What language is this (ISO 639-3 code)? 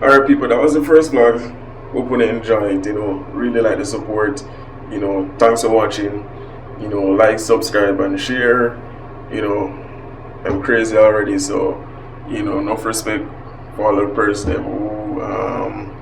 jam